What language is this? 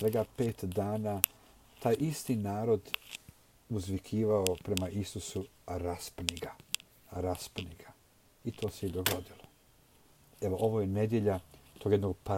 Croatian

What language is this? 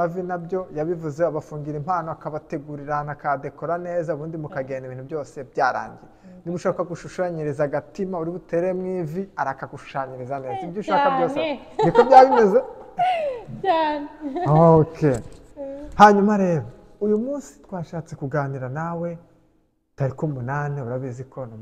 Kinyarwanda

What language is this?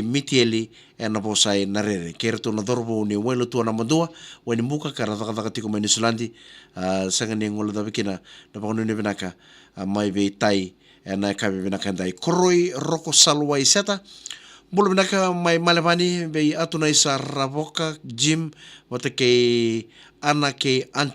Fijian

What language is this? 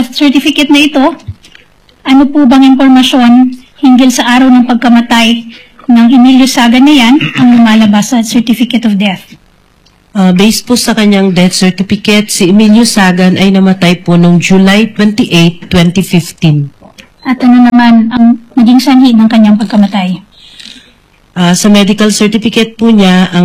Filipino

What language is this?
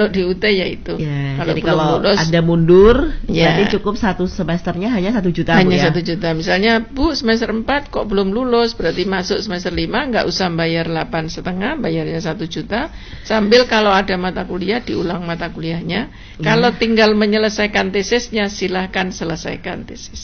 Indonesian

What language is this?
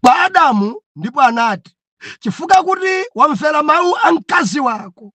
Nyanja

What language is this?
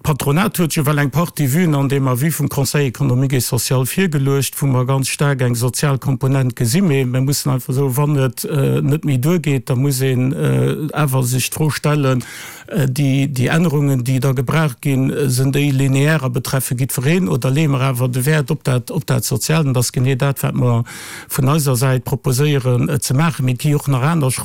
Luxembourgish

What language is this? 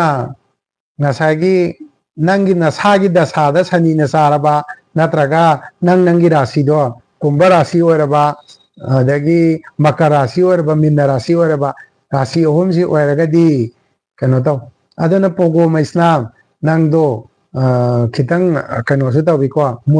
Manipuri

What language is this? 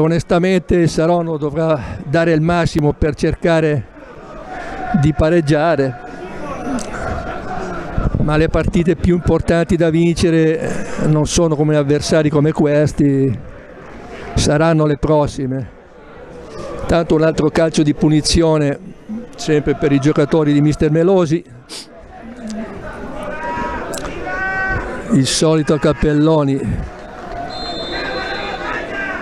Italian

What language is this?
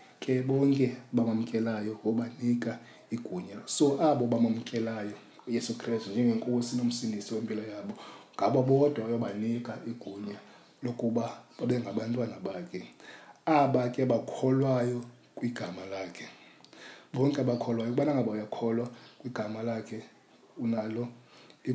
Xhosa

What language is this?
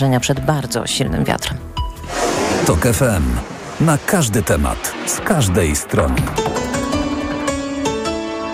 Polish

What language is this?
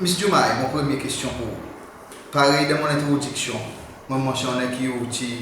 Seselwa Creole French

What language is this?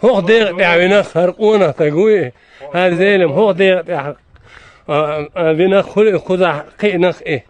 Chechen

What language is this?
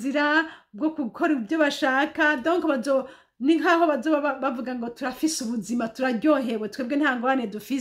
Rundi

